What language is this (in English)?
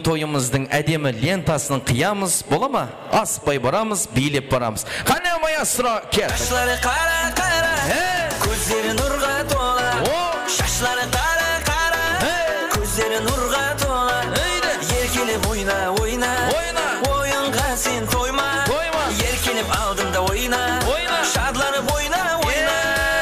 Kara-Kalpak